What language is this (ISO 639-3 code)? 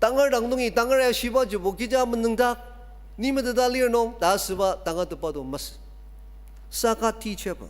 njo